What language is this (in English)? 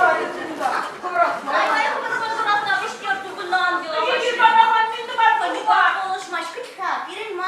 Chuvash